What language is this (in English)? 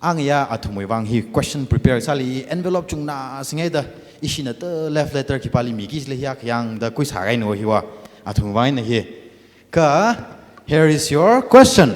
Tangkhul Naga (India)